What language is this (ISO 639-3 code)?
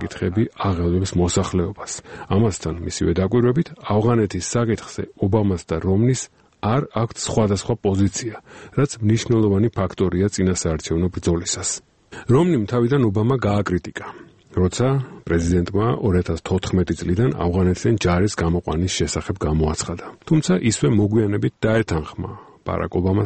kat